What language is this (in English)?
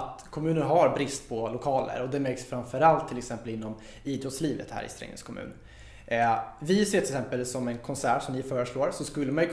Swedish